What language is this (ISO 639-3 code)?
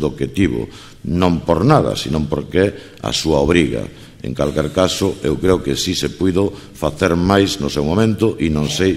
glg